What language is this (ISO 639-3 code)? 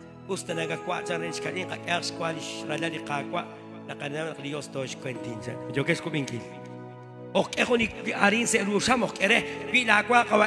kek